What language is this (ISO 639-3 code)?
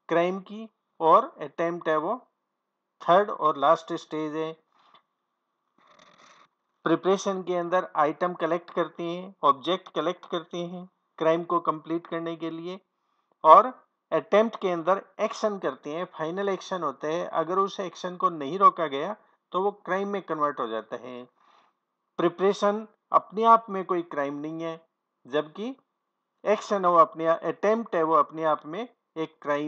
hin